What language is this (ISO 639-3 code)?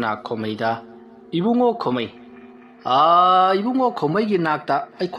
mni